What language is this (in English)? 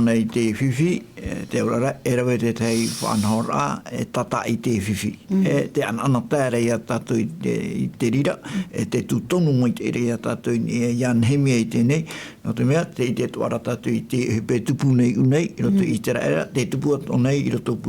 Tahitian